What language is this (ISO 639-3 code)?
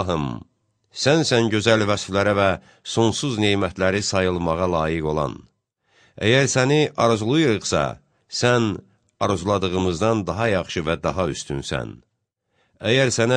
aze